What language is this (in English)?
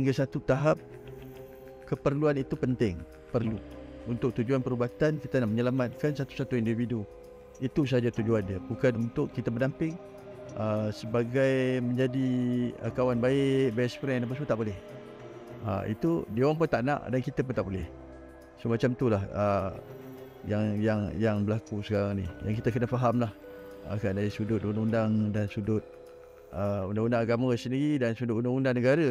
Malay